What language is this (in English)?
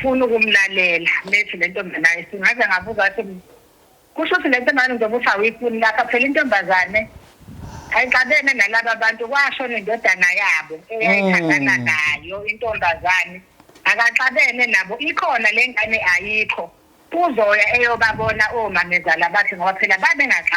Zulu